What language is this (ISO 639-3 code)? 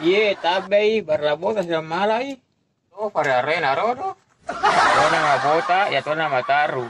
bug